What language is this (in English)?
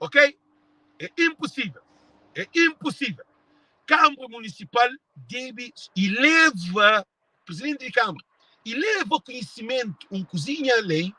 Kabuverdianu